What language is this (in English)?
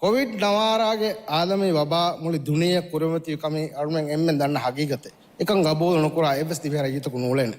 Divehi